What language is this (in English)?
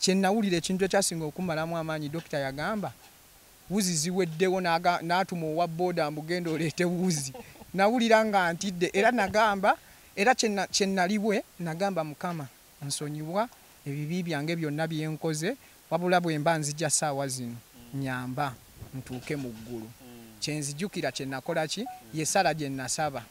Ganda